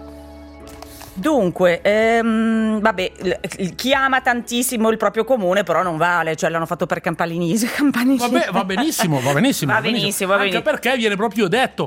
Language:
Italian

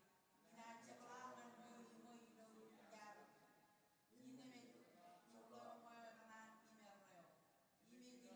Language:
Marshallese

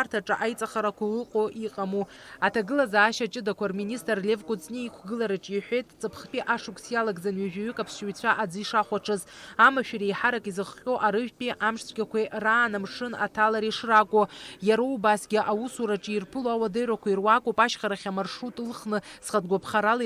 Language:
Abkhazian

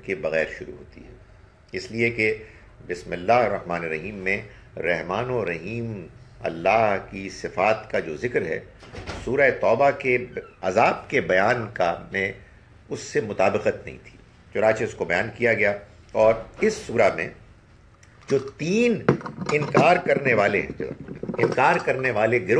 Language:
Urdu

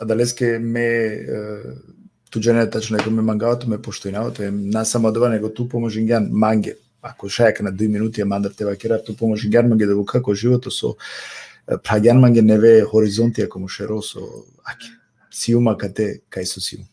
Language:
Balkan Romani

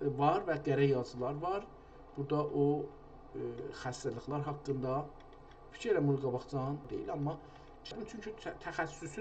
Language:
South Azerbaijani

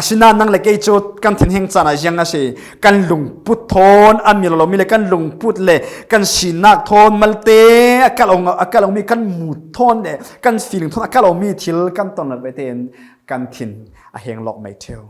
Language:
Falam Chin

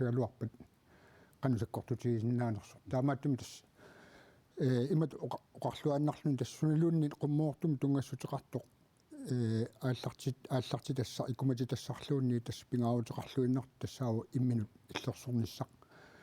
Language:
Kalaallisut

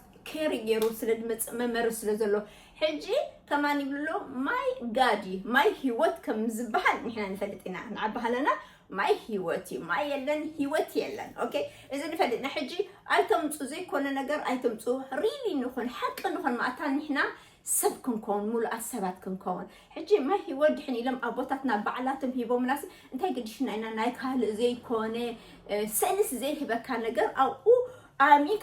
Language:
Tigrinya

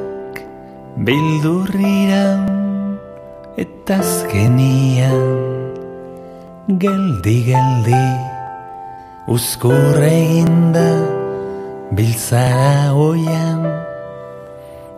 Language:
Basque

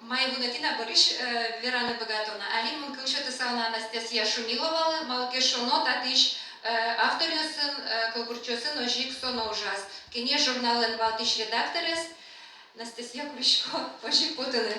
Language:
Udmurt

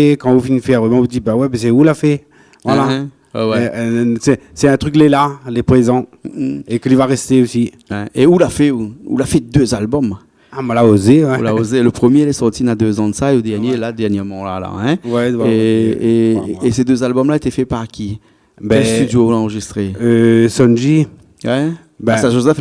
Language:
Réunion Creole French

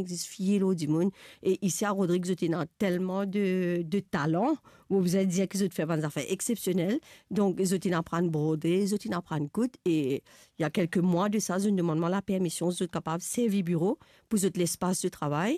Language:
Morisyen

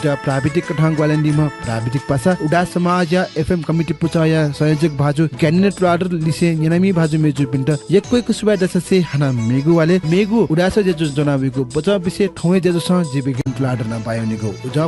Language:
Newari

